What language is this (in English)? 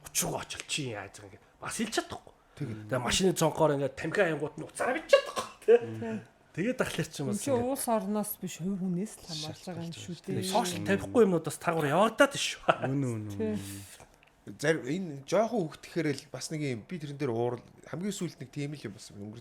Mongolian